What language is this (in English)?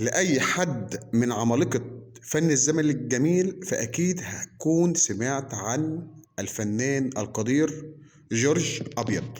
Egyptian Arabic